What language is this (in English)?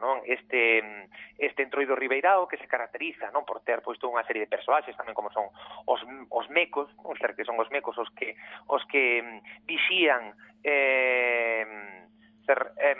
Galician